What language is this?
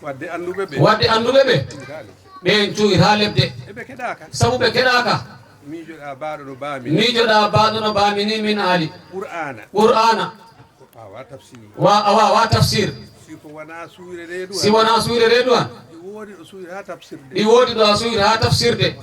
Fula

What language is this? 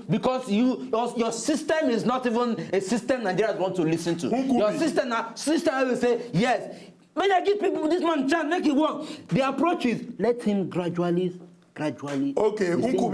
Nigerian Pidgin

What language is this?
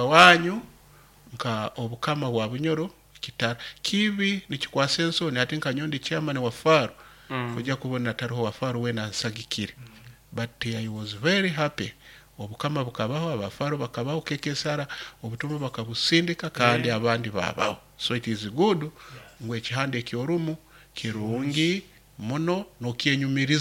Nyoro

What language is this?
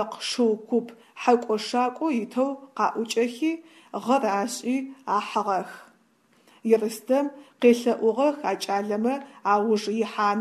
Adyghe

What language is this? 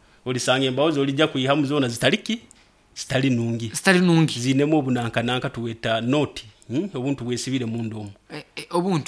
Nyoro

